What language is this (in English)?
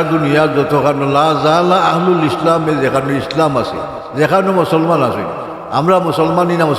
Sylheti